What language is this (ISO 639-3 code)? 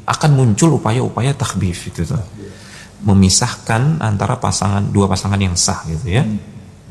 ind